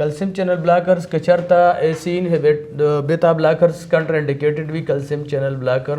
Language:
Pashto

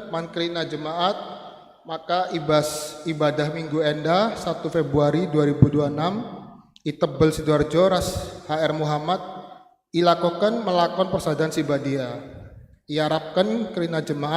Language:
Batak Karo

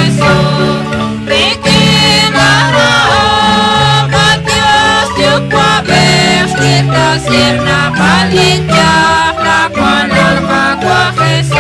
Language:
Kekchí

